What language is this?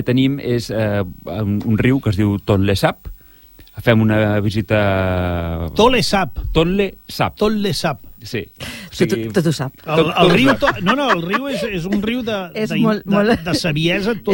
Catalan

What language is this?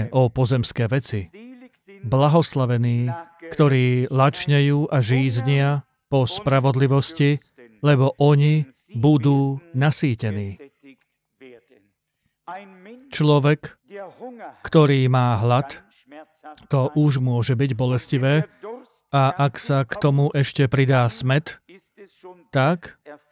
Slovak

